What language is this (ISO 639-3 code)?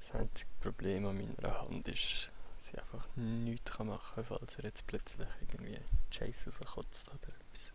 gsw